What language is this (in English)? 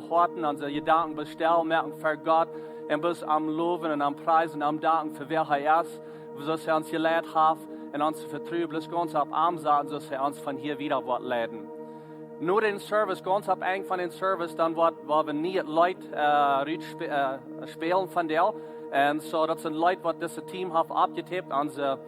Plautdietsch